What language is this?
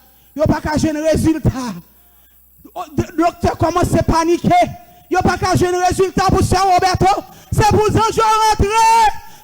Haitian Creole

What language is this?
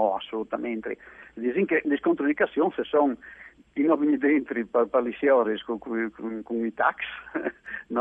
Friulian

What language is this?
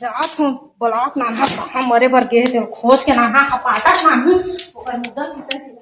Chhattisgarhi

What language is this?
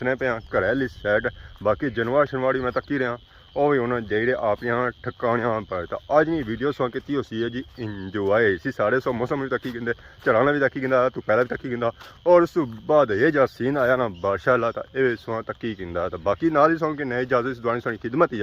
Pahari-Potwari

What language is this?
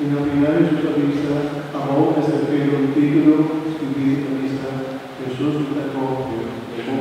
Papiamento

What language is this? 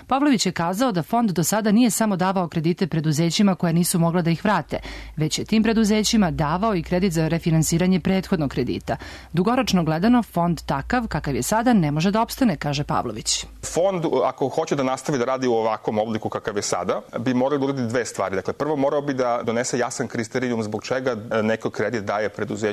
Serbian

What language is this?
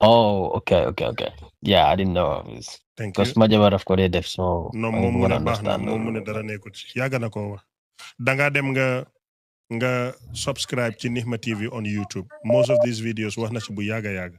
Wolof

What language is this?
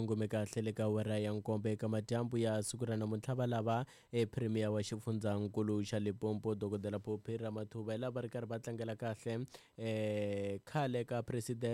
Tsonga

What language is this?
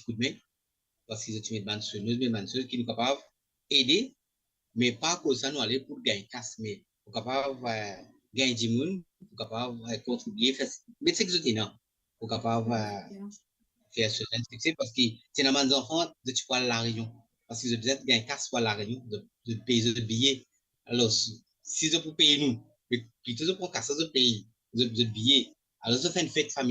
Morisyen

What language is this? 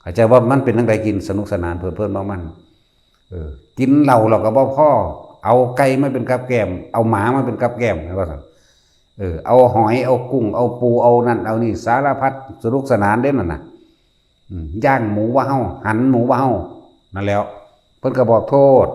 Northeastern Thai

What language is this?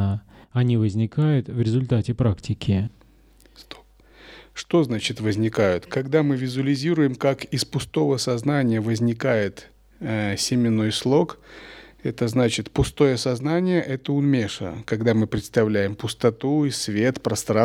Russian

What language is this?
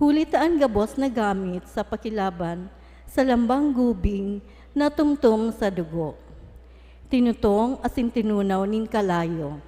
Bikol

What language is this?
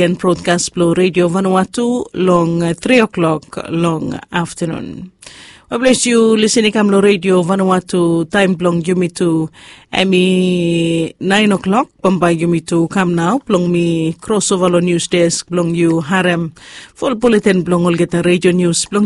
Bislama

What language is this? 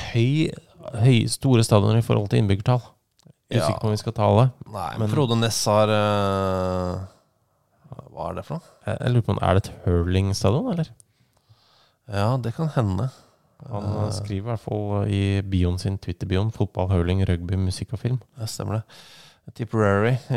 Norwegian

